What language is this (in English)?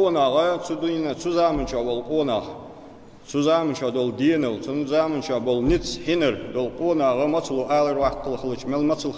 Ingush